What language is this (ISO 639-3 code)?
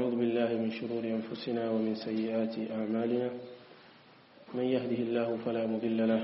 swa